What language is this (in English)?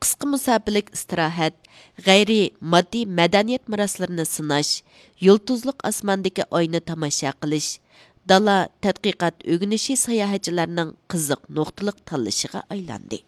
Uyghur